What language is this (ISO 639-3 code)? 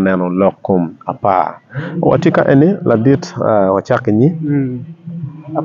ach